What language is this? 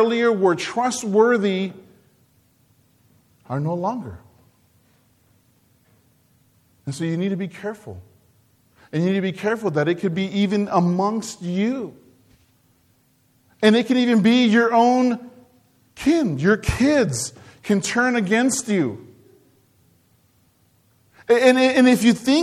English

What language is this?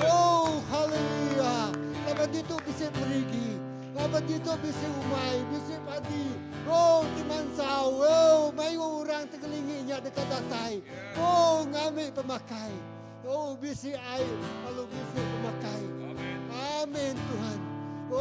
Iban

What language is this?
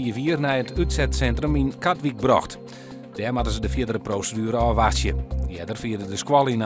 Western Frisian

